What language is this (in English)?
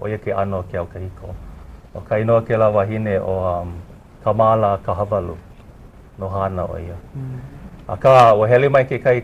Hawaiian